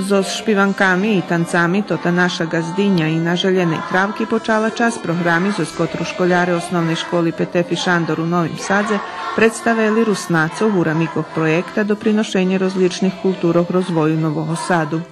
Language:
Rusyn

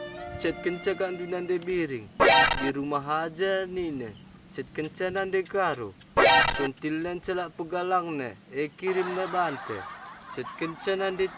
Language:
Batak Karo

